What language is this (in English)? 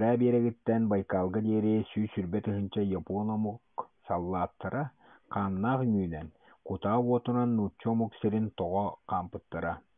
Yakut